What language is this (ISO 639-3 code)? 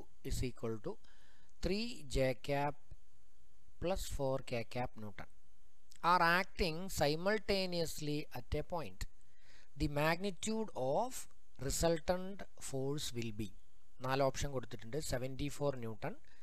mal